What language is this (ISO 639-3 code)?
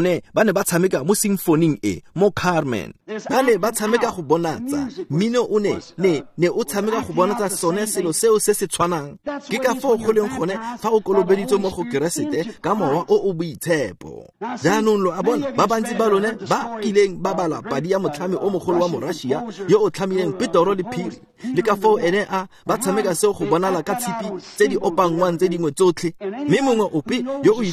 tsn